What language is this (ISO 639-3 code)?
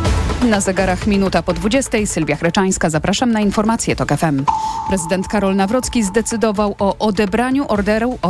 pol